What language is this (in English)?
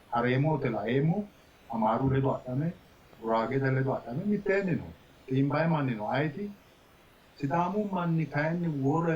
Sidamo